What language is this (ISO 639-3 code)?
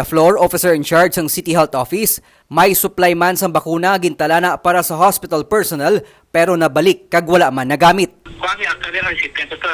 hil